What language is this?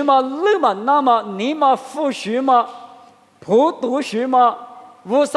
Lisu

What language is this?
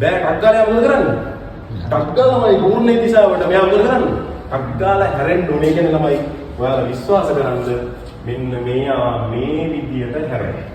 Sinhala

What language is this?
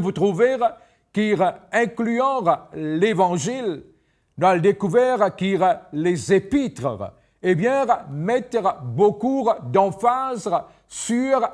Morisyen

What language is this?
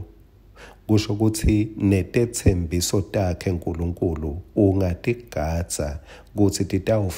Swati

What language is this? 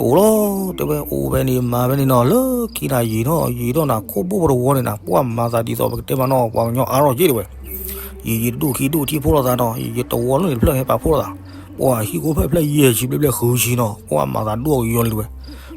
S'gaw Karen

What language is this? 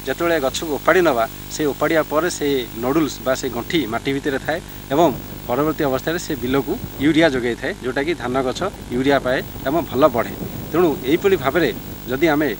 Odia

